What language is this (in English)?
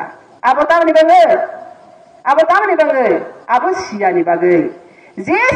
Kok Borok